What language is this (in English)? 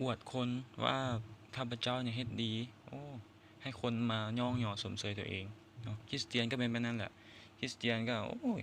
Lao